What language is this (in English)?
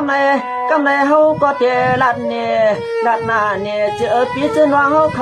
Shan